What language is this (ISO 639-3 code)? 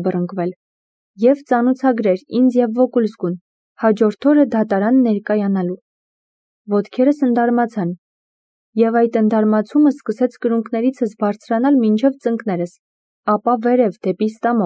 hye